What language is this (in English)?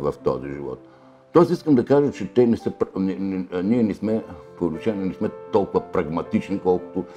Bulgarian